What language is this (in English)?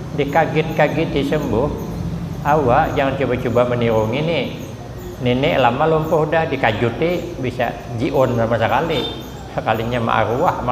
Banjar